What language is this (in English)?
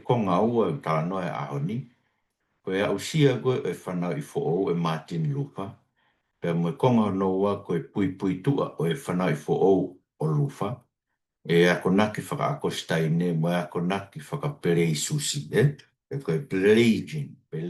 Tongan